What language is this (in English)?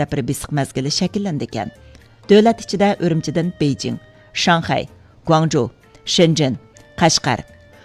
Uyghur